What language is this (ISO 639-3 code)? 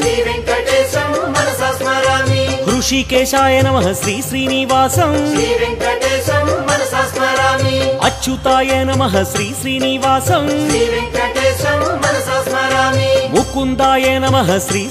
san